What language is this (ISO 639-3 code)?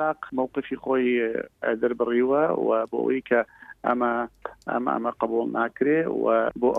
ckb